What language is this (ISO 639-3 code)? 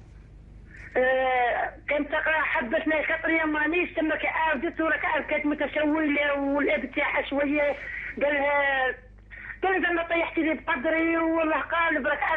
arq